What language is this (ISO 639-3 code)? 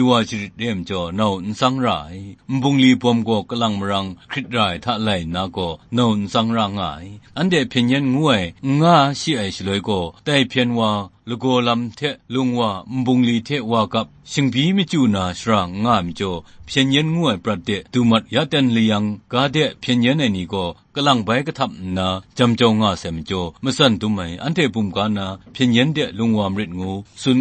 kac